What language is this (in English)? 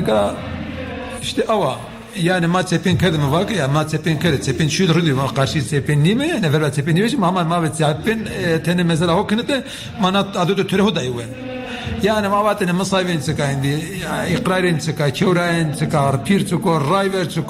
Zaza